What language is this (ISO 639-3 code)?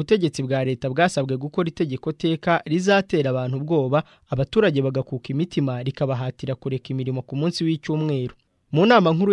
kin